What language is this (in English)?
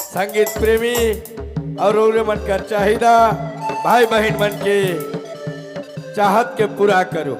Sadri